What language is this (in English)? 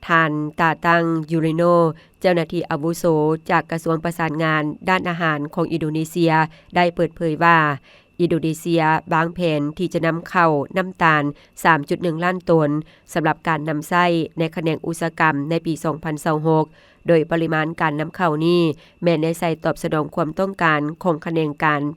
Lao